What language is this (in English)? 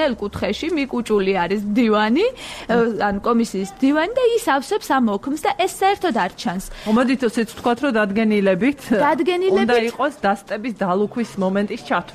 Georgian